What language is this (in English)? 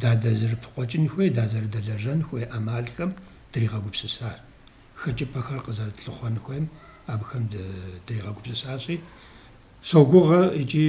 Kabardian